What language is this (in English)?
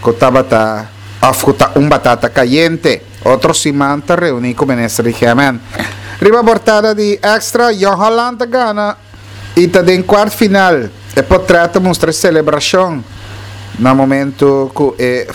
Papiamento